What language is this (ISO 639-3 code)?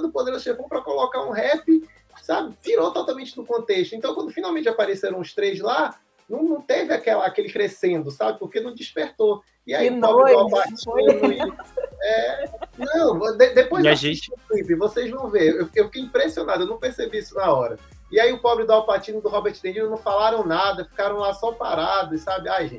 por